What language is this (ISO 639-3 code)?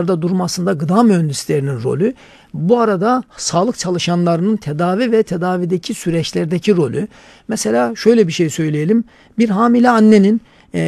tur